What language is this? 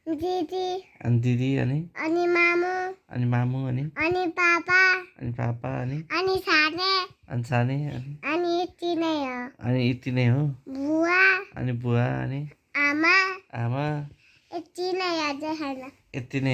Nepali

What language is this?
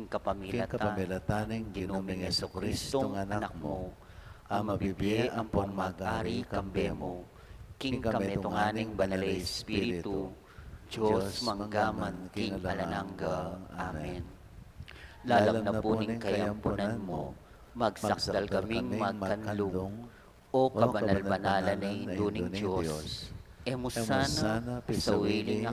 Pampanga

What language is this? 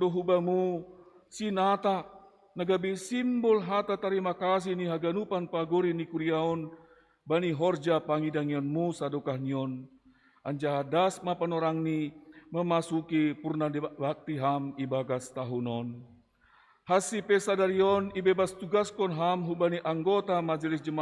Batak Simalungun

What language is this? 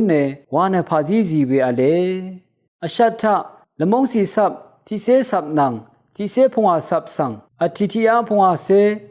Rawang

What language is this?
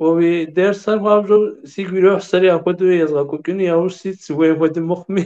Kabardian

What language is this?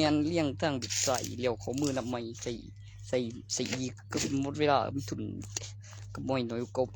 Northeastern Thai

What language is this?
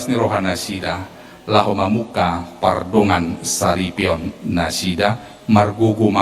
Batak Toba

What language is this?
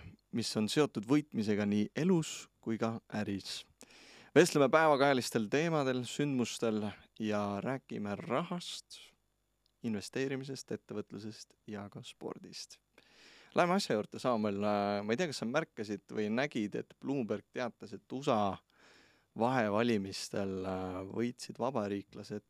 Estonian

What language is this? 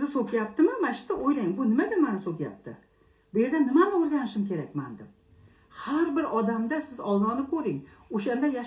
Uzbek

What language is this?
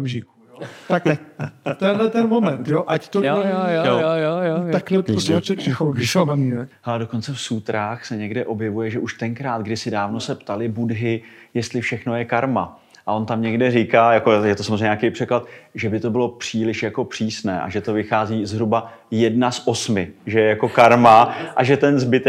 Czech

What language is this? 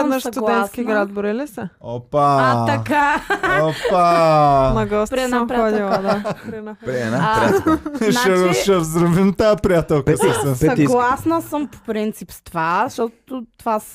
Bulgarian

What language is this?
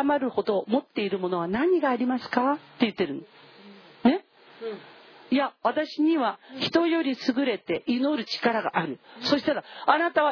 Japanese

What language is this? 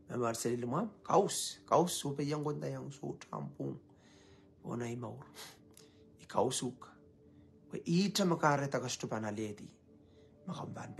Pohnpeian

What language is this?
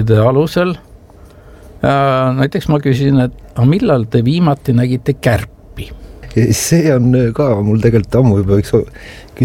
Estonian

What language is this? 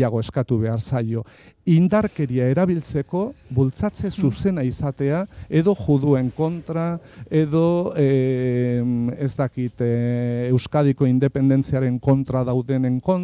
Basque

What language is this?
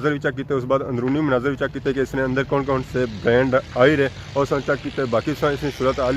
Pahari-Potwari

